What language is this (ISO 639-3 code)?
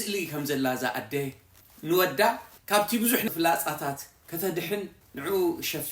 tir